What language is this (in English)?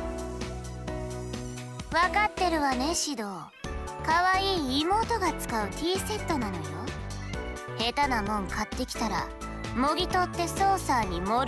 Japanese